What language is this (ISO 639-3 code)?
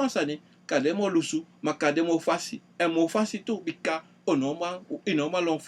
srn